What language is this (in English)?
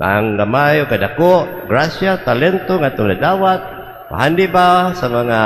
Cebuano